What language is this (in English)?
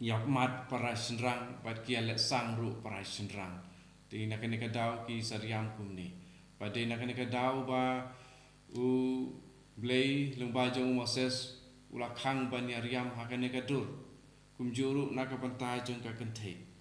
Khasi